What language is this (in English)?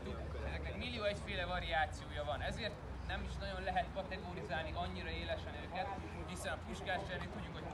Hungarian